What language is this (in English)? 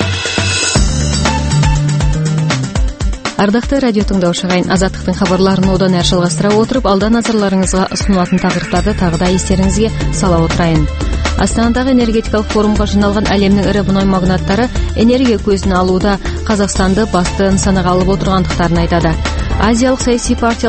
Kazakh